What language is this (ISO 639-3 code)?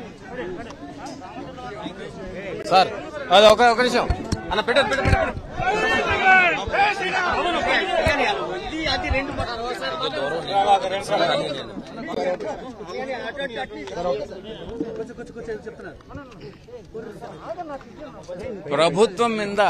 tel